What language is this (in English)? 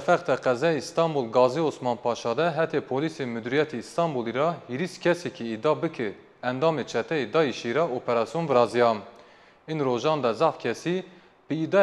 Zaza